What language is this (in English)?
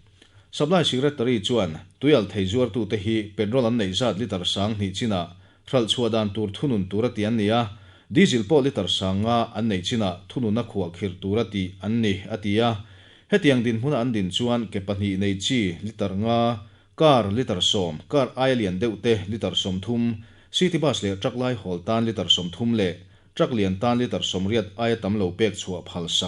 Mizo